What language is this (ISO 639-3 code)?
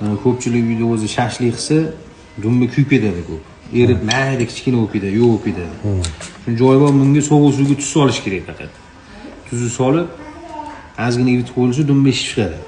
uzb